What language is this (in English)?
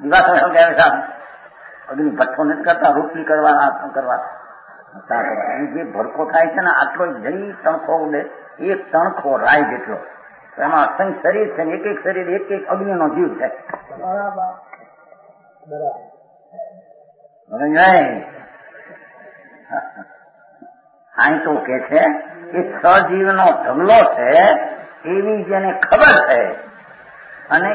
Gujarati